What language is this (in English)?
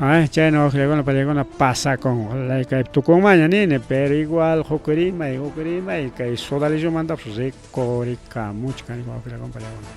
Ayacucho Quechua